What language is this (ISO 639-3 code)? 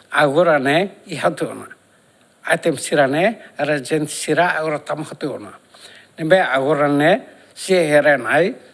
tet